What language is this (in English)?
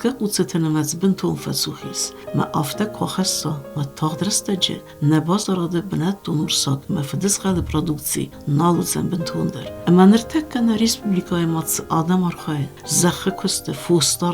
Ossetic